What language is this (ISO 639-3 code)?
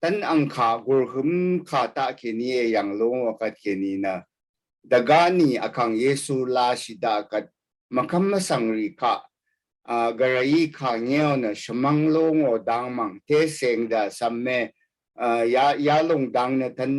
raw